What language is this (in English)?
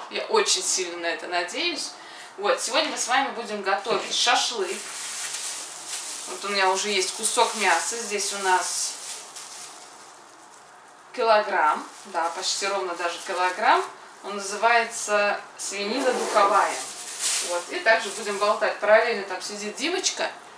Russian